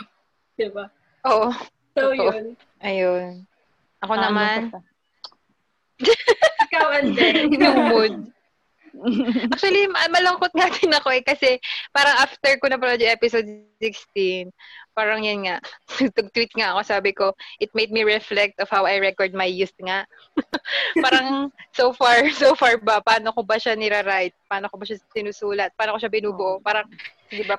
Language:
Filipino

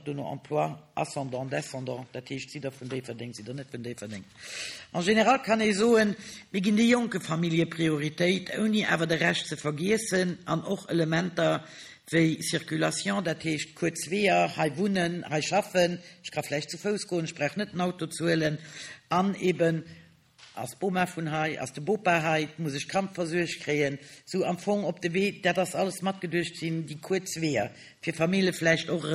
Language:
Luxembourgish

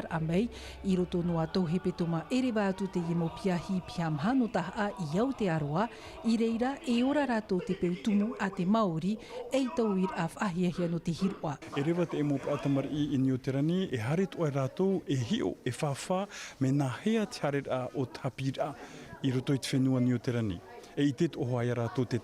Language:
Tahitian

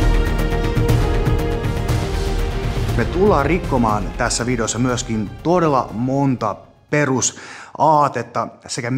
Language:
Finnish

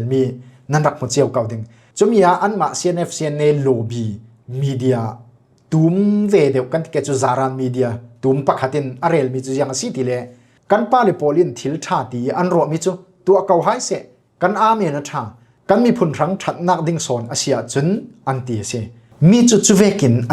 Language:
Falam Chin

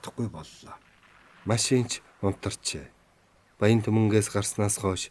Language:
Mongolian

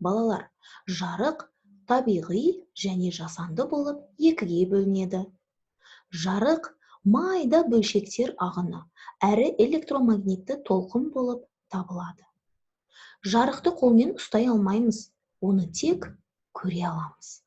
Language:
Kazakh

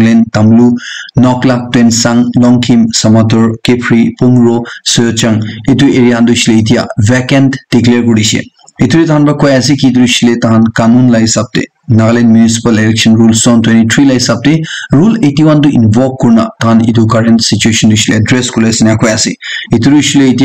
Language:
Naga Pidgin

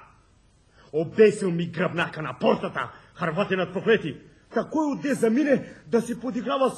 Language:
Bulgarian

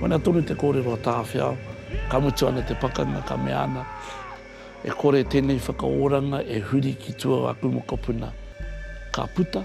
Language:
Māori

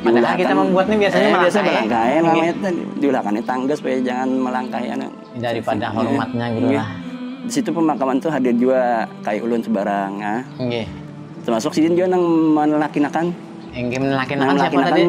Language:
Banjar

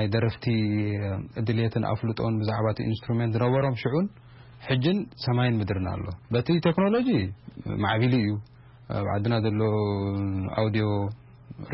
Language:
Tigrinya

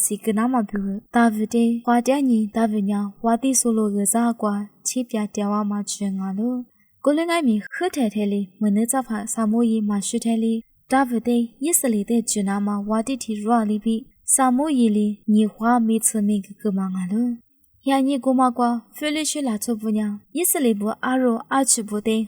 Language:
Lisu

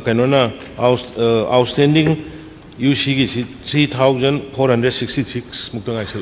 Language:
Manipuri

